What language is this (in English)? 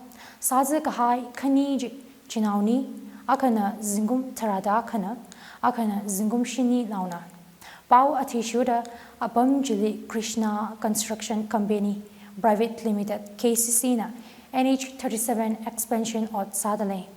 Tangkhul Naga (India)